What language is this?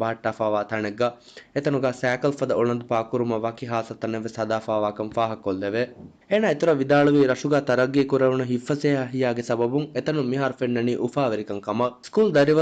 Divehi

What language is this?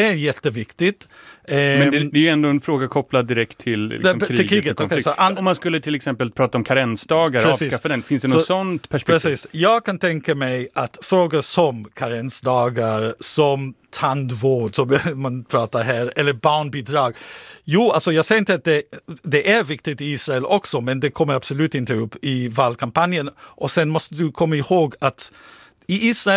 Swedish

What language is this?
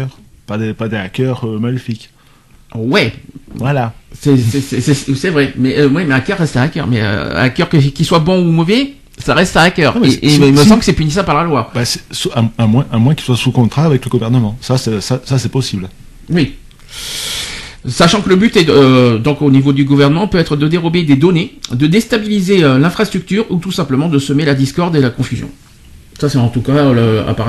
French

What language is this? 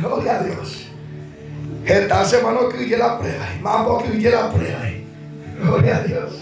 Guarani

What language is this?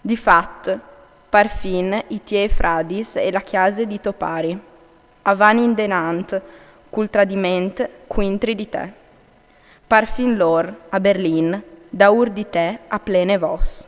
Friulian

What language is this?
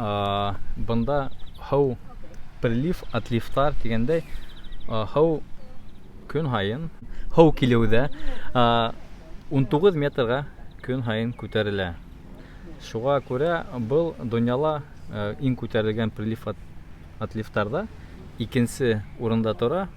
Bashkir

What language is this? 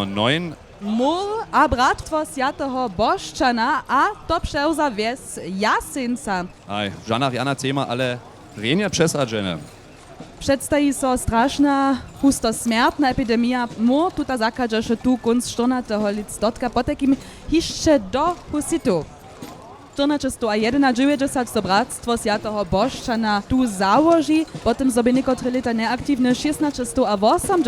Upper Sorbian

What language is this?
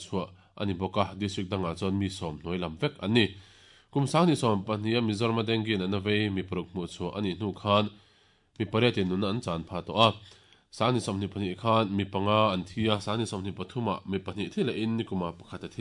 Mizo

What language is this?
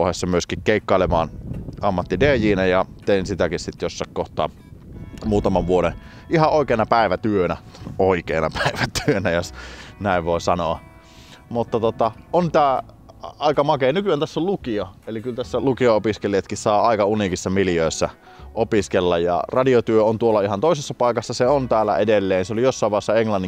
Finnish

